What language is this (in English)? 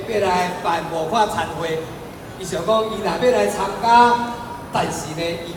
Min Nan Chinese